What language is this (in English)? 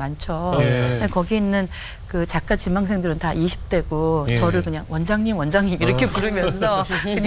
Korean